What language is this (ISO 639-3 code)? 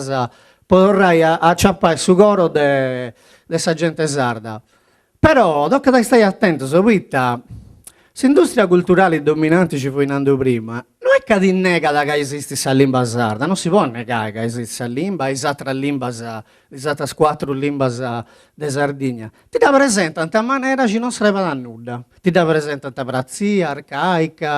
srd